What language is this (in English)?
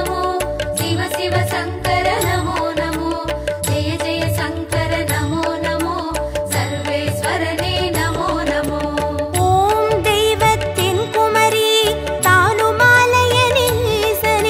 Tamil